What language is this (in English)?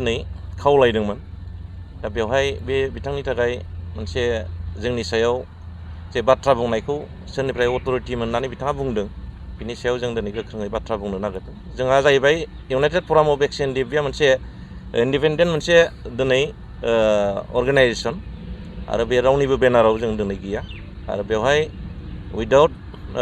Bodo